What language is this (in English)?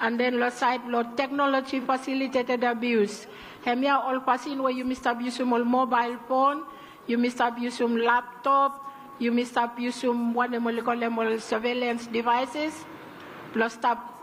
Bislama